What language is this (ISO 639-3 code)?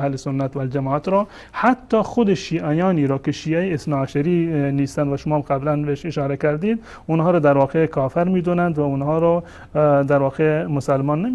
fas